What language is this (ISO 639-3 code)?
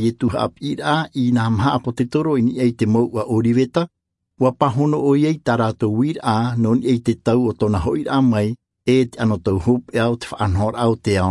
tah